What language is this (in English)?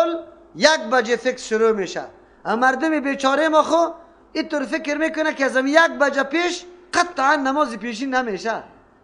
Persian